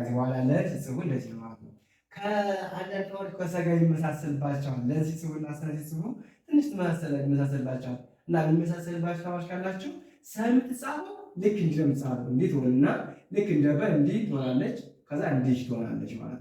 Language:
Amharic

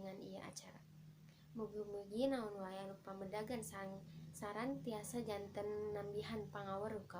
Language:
Sundanese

